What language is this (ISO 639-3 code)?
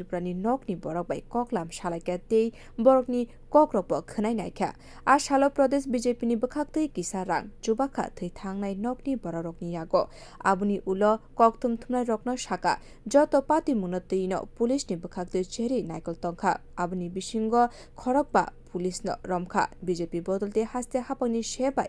trp